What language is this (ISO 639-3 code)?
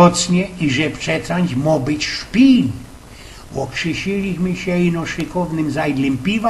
szl